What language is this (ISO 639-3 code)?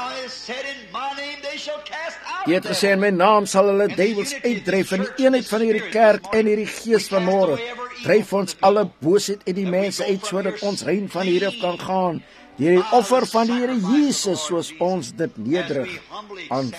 afr